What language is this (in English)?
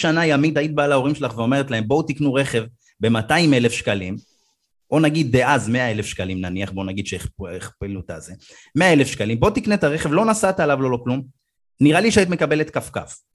Hebrew